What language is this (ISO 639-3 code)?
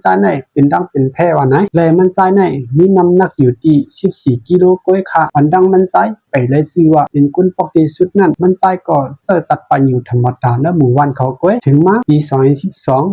shn